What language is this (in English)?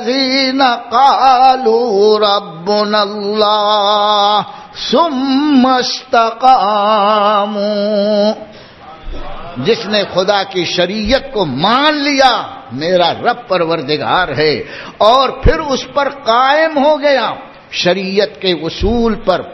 Urdu